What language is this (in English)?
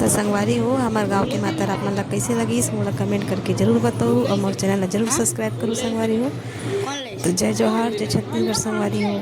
Chhattisgarhi